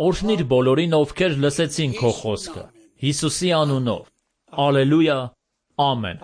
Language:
Armenian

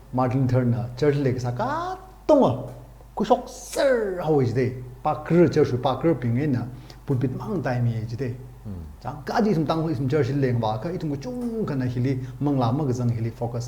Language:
Tangkhul Naga (India)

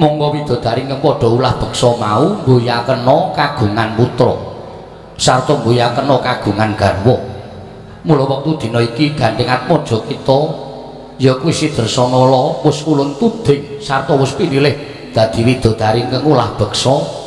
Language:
Javanese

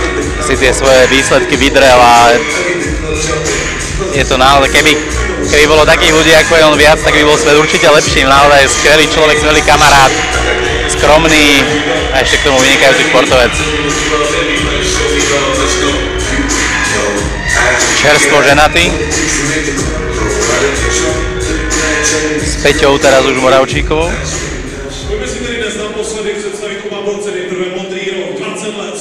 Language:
Slovak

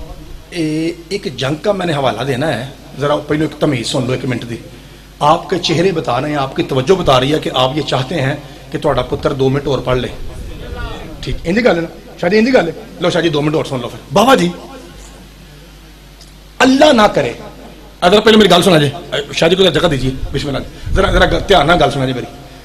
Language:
Urdu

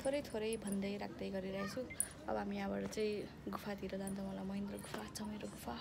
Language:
Nepali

